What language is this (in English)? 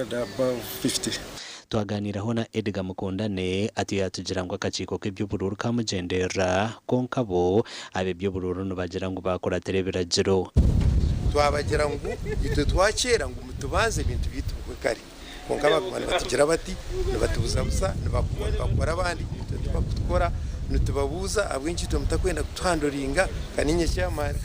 Nyankole